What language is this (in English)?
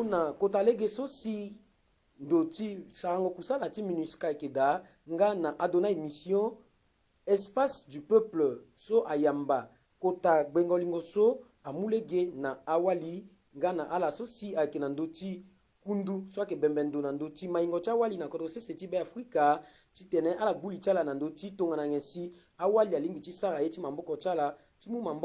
Sango